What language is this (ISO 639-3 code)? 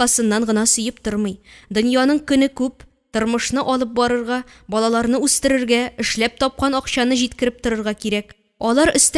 tat